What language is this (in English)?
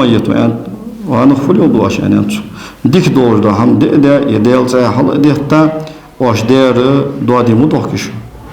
Ingush